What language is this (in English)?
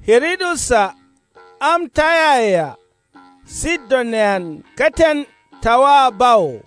Kanuri